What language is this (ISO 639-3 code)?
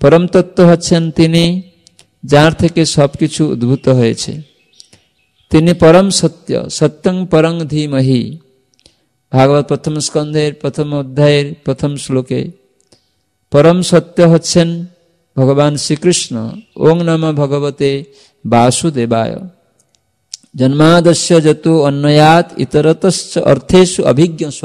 ben